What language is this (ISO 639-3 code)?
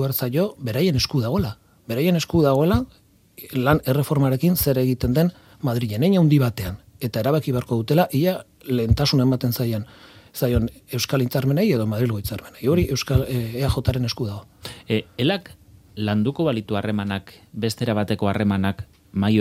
eus